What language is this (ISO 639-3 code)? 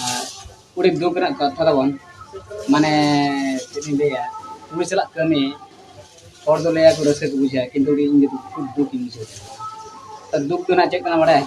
sat